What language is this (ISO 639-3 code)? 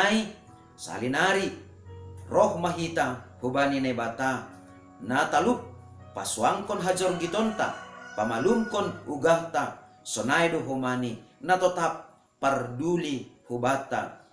bts